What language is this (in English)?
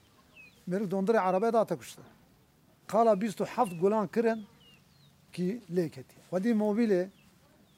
Kurdish